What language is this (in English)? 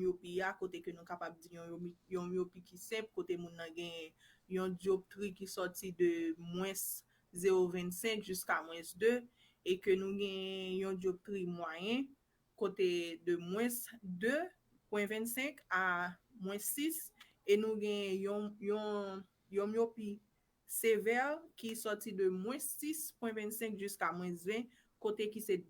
Haitian Creole